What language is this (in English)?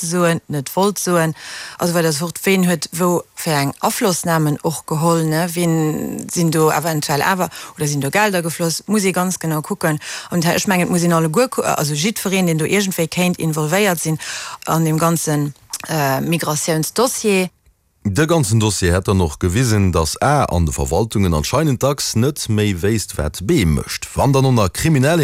Luxembourgish